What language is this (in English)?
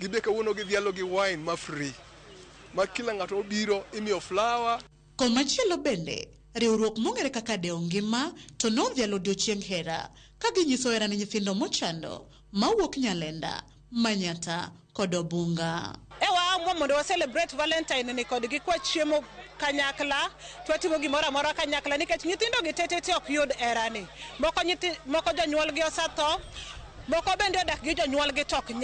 Luo (Kenya and Tanzania)